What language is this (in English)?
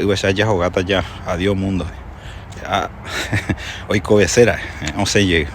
Guarani